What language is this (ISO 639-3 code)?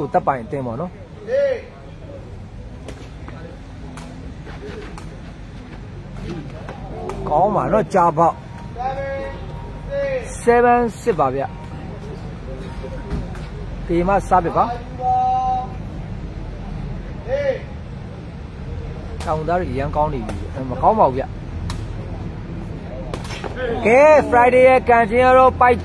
mya